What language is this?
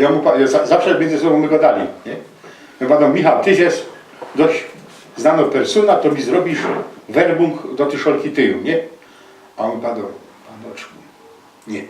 Silesian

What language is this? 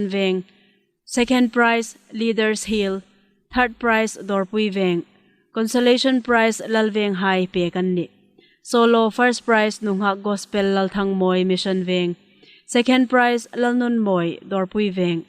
Hmar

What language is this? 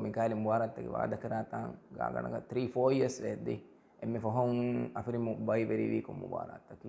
Divehi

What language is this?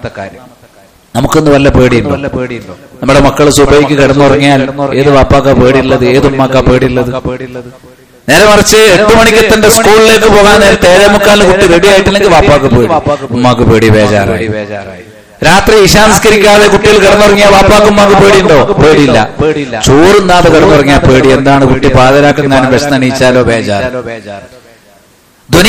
Malayalam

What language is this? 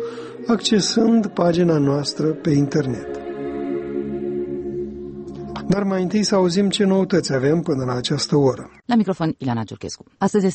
Romanian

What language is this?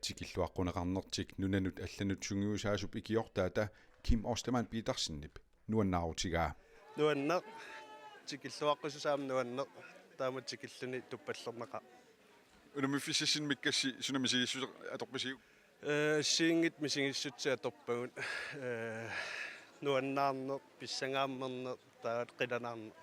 Kalaallisut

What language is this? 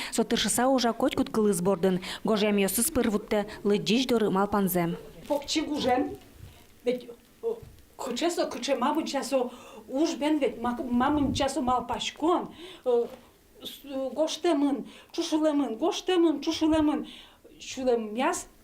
Udmurt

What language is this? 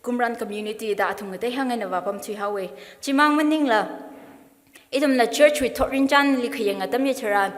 Tangkhul Naga (India)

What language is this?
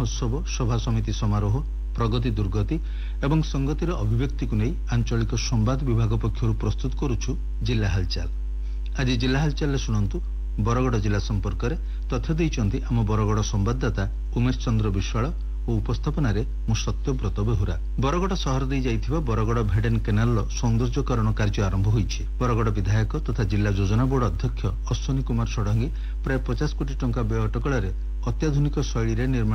Odia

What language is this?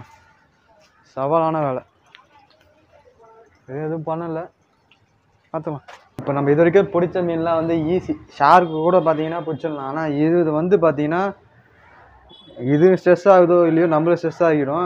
Tamil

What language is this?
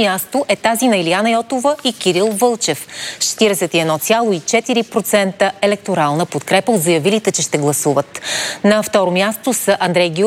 Bulgarian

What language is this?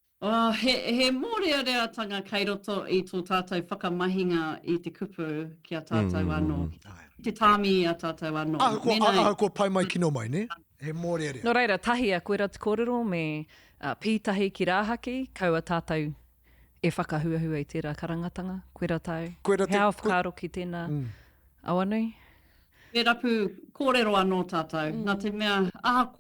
Māori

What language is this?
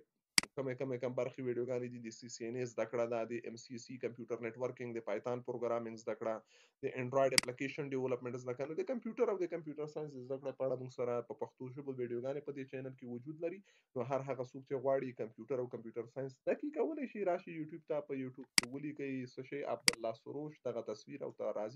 Pashto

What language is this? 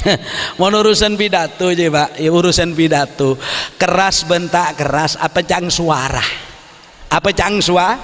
Madurese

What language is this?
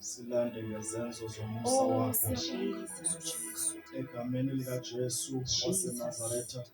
Zulu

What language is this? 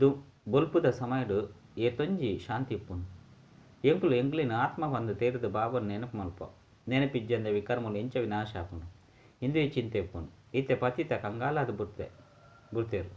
Tulu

